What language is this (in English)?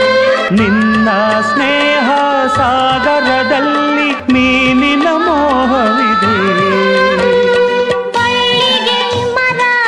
Kannada